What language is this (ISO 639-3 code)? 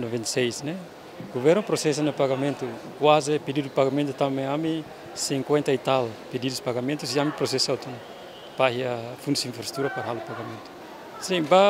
tet